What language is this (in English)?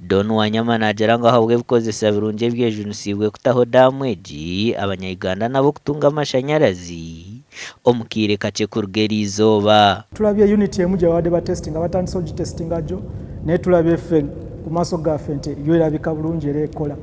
Nyankole